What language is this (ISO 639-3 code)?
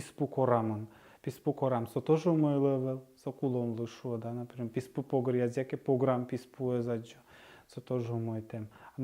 udm